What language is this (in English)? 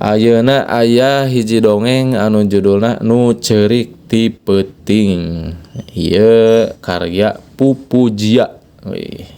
Sundanese